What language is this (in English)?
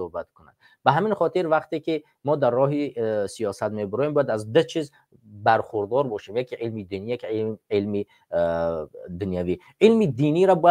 Tajik